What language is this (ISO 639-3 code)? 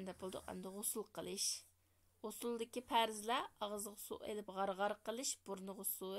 uig